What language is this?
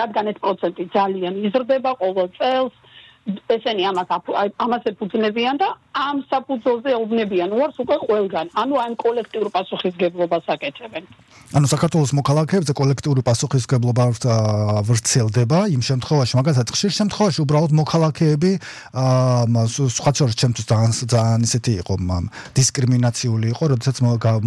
Georgian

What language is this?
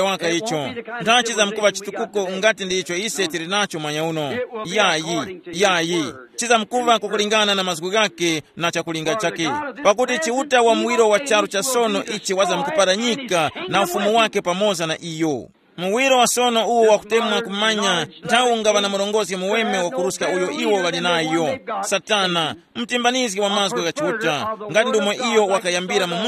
Tumbuka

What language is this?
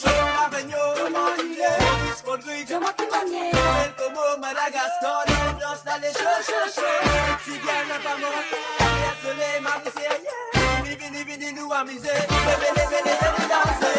Morisyen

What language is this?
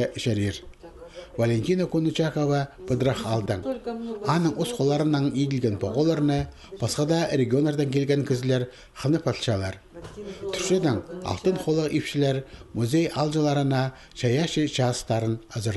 Khakas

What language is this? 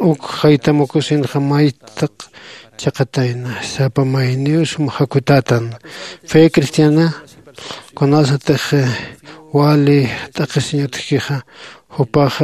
Aymara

